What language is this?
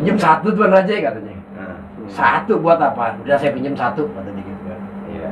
Betawi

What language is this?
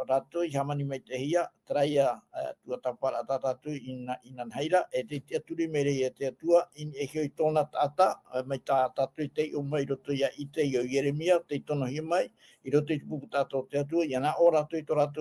Tahitian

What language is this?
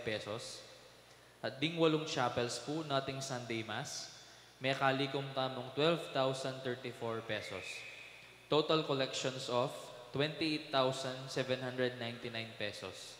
Pampanga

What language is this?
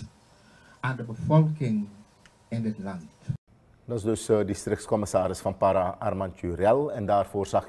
Dutch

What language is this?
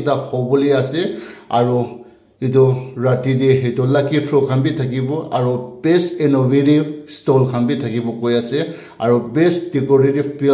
Naga Pidgin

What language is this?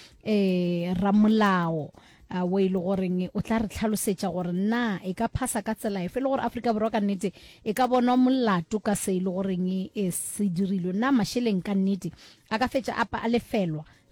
Northern Sotho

